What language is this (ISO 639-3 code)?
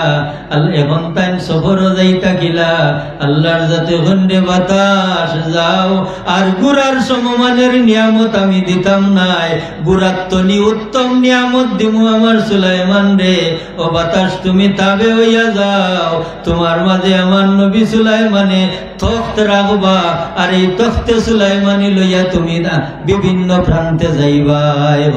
syl